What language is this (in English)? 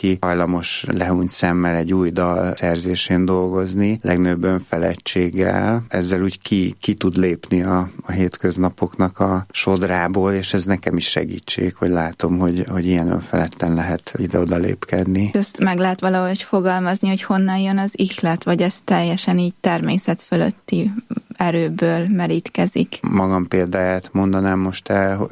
Hungarian